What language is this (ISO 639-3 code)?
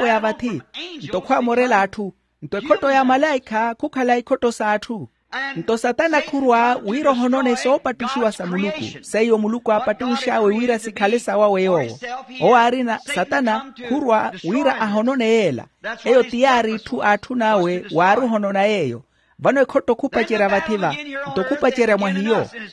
vmw